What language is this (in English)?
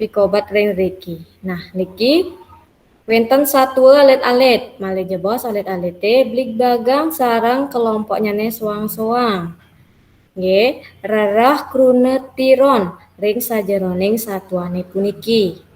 Balinese